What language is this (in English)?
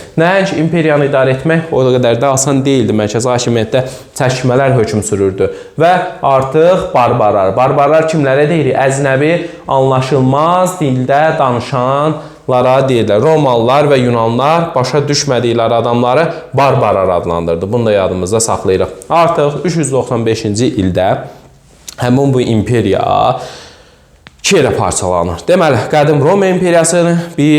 Azerbaijani